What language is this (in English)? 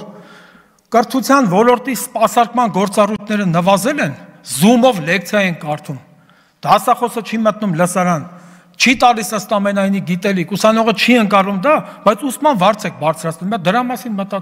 Armenian